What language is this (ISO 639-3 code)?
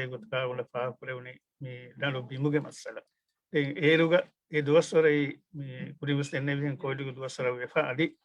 div